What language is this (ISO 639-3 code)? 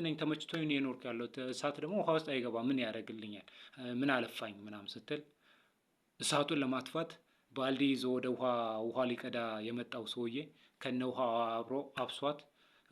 amh